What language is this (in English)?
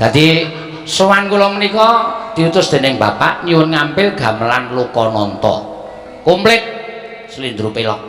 Javanese